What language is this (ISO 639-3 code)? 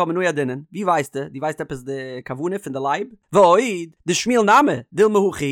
yid